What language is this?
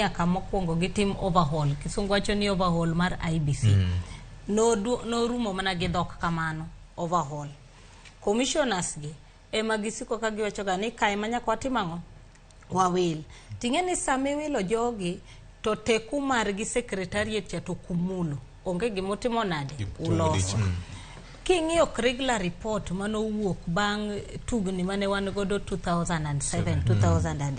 Luo (Kenya and Tanzania)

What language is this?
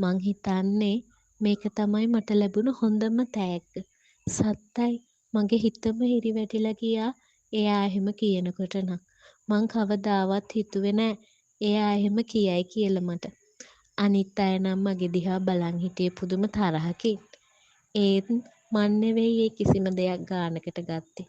Sinhala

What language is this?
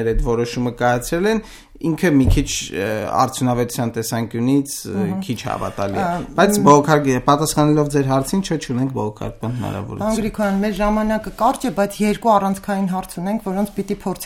Armenian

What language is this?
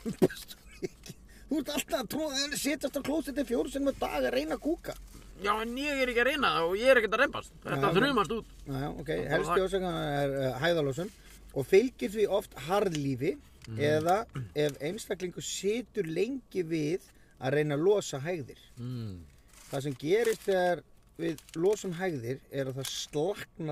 Icelandic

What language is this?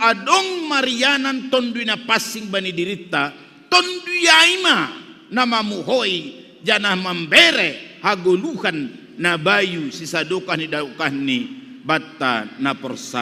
Batak Simalungun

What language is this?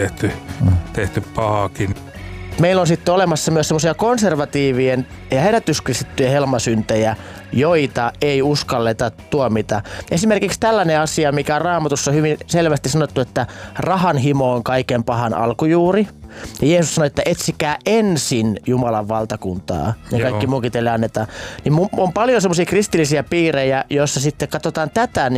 Finnish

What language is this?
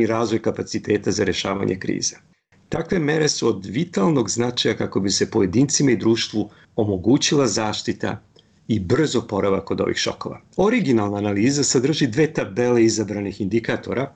Serbian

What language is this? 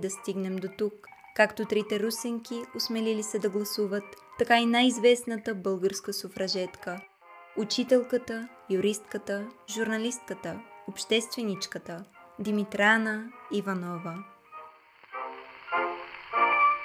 Bulgarian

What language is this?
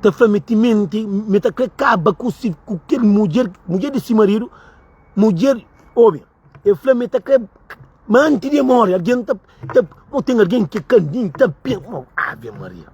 Kabuverdianu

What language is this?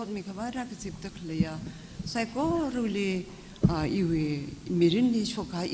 Tangkhul Naga (India)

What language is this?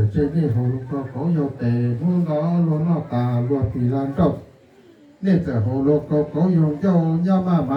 Hmong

